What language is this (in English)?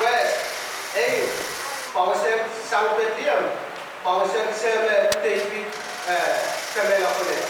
Pohnpeian